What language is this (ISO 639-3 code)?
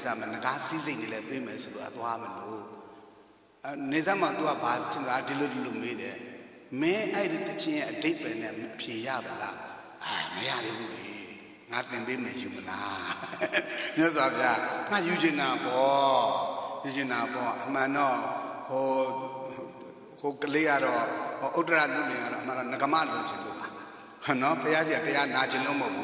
mya